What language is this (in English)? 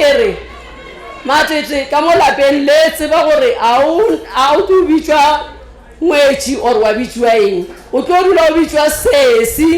Northern Sotho